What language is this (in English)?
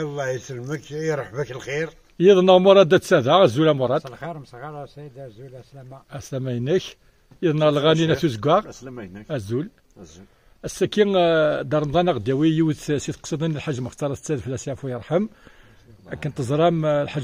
Kabyle